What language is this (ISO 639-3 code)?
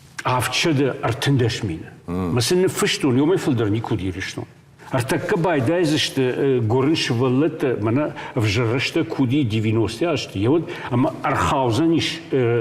oss